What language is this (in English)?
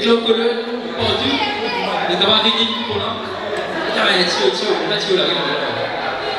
Morisyen